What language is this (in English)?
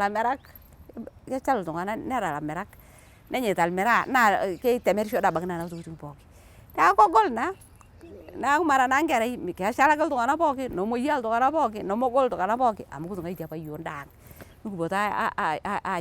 Masai